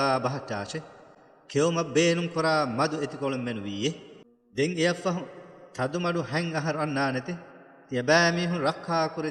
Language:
Divehi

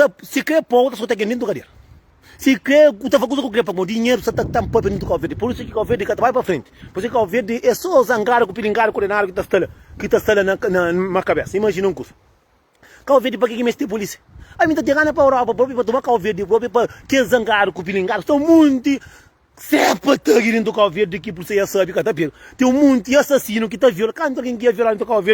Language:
Kabuverdianu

